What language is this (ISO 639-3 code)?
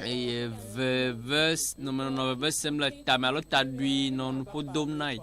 ewe